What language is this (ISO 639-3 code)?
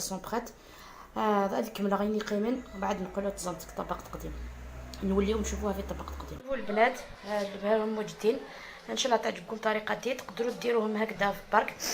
arq